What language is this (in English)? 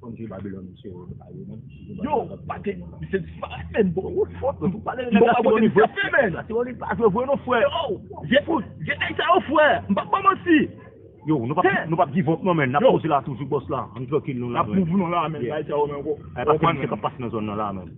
Haitian Creole